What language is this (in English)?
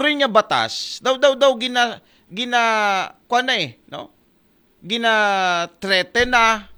Aklanon